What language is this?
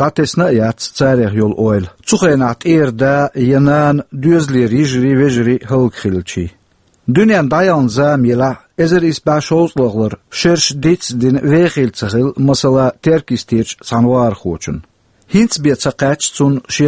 Chechen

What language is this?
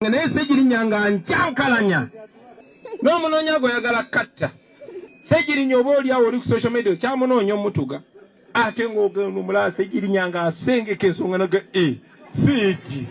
Ganda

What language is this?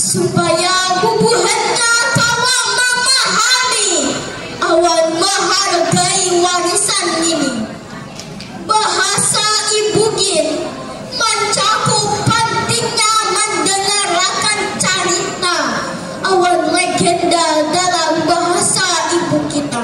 Banjar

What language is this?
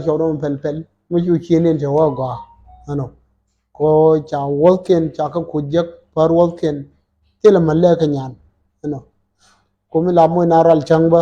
Nuer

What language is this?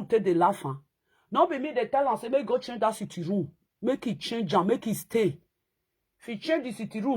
Nigerian Pidgin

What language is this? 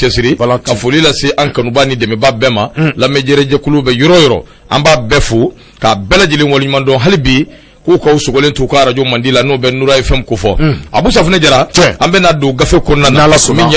Bambara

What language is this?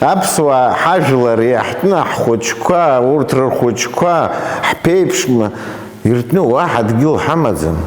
Abkhazian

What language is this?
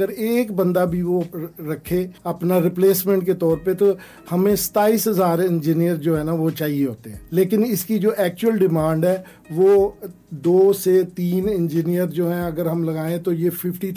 Urdu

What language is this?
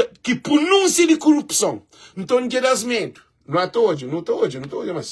Kabuverdianu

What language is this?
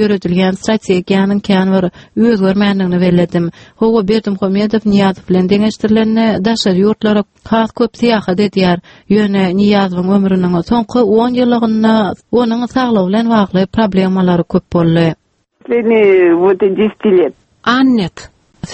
Turkmen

